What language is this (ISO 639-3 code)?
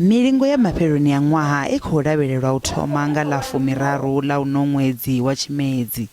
ven